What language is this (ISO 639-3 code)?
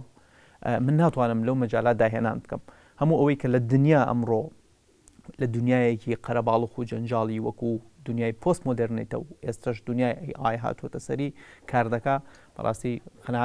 ckb